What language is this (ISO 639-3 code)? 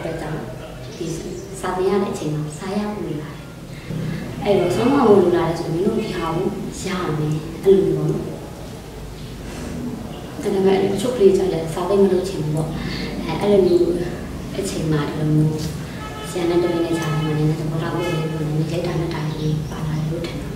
mya